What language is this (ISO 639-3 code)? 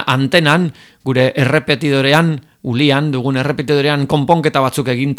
eus